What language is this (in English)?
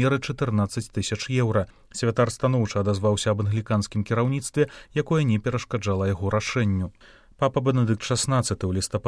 Belarusian